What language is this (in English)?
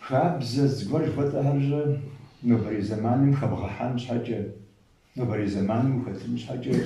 Kabardian